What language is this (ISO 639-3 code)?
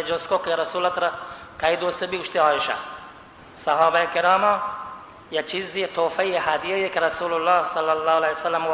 bal